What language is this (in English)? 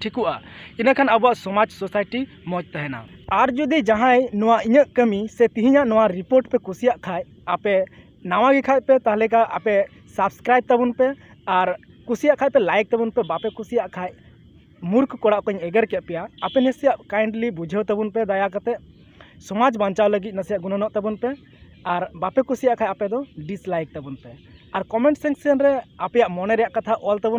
Santali